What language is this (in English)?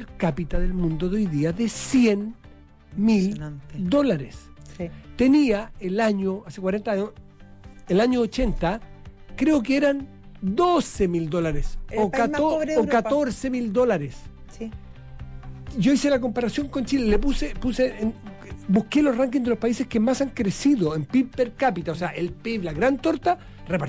Spanish